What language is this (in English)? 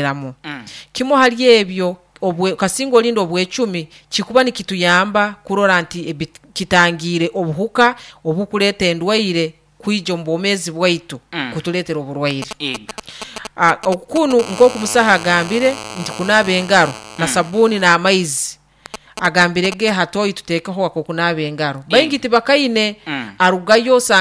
Nyoro